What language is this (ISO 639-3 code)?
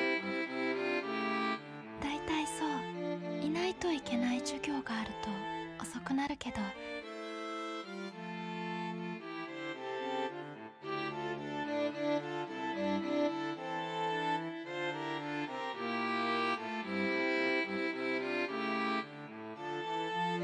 jpn